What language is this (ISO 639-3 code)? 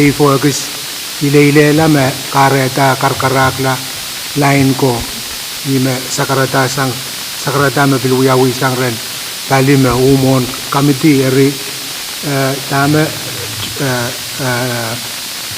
pon